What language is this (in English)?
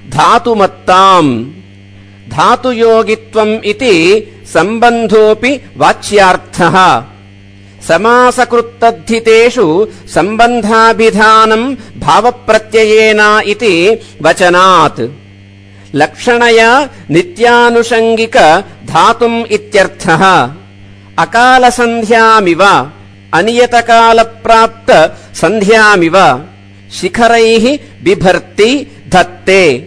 Sanskrit